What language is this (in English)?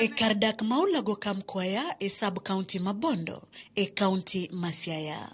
Luo (Kenya and Tanzania)